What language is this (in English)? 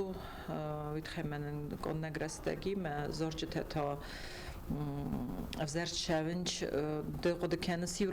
Ossetic